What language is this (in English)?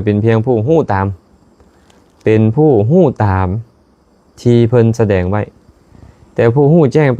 Lao